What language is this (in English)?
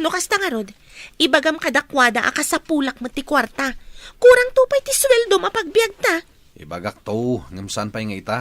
Iloko